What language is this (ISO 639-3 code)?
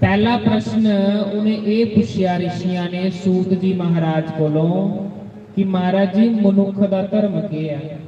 doi